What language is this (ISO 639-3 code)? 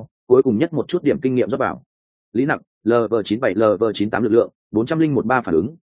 vie